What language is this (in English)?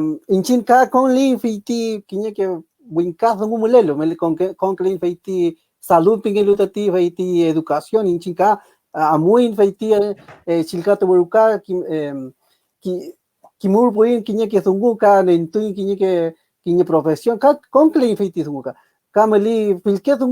Mapuche